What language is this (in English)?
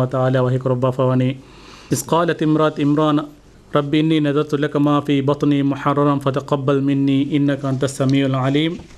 Divehi